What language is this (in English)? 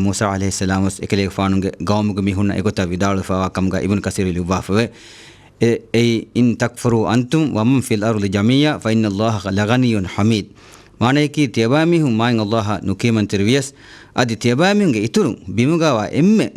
Divehi